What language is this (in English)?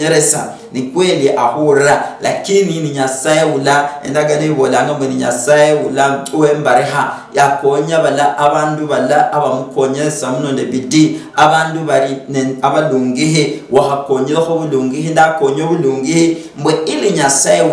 Luyia